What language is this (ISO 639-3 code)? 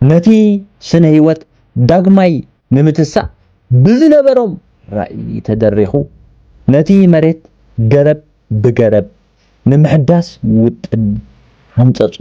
tir